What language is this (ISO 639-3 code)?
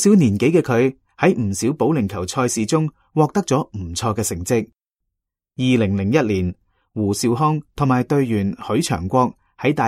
yue